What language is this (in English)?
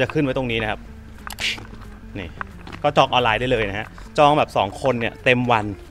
Thai